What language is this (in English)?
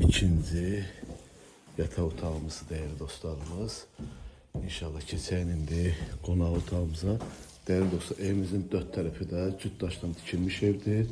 Azerbaijani